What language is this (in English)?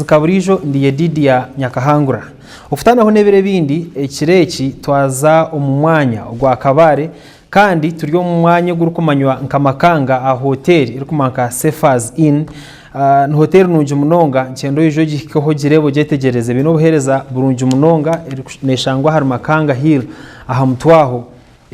Nyankole